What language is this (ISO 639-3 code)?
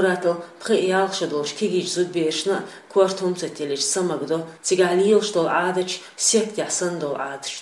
che